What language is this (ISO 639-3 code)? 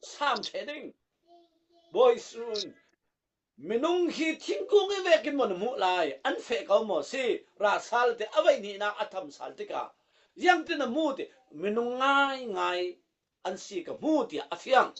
cfm